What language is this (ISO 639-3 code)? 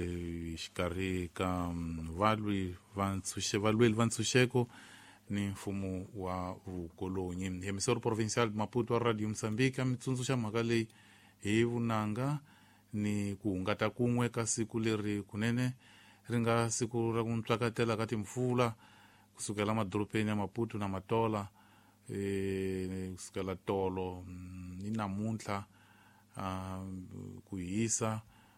tso